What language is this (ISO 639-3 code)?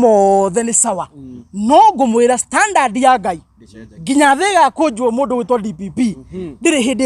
kik